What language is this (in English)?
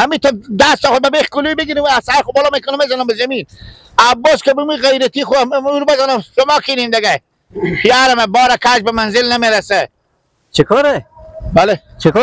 Persian